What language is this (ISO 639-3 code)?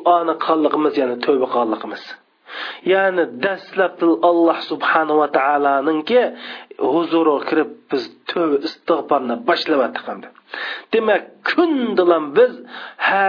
uig